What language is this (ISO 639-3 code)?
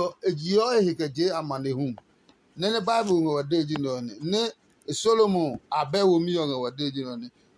ada